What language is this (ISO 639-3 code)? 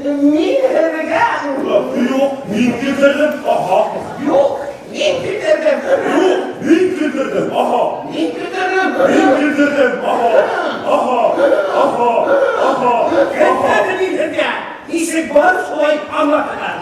bak